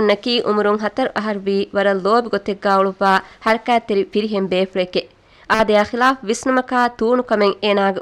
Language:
Divehi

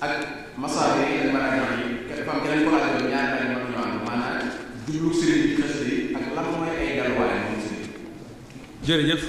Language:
Wolof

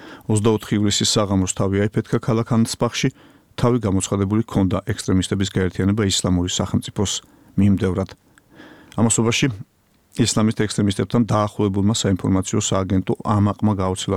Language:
Georgian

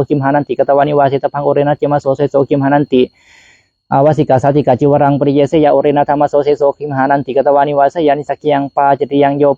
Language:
Pali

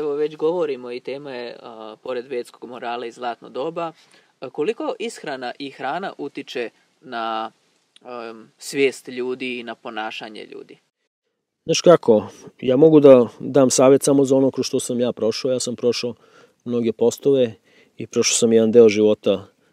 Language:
Serbian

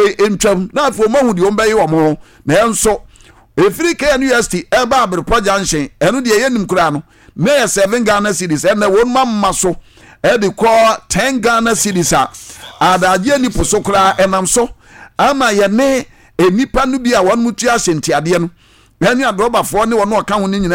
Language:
Akan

